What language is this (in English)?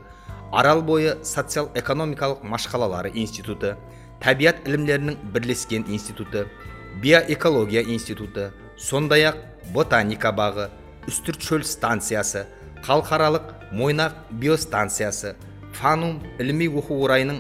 Kara-Kalpak